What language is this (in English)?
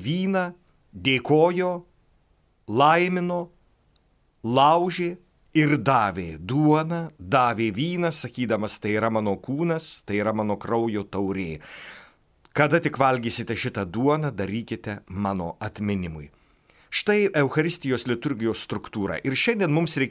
Lithuanian